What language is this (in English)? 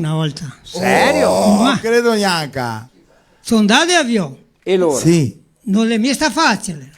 Venetian